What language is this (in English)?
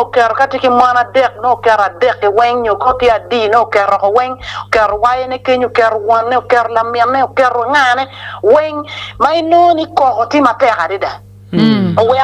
Acoli